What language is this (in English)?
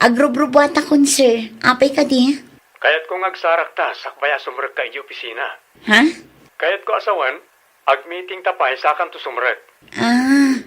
Iloko